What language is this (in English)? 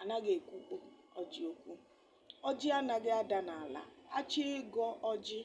Igbo